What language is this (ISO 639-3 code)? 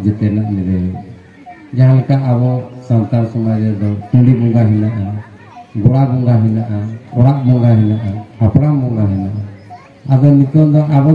sat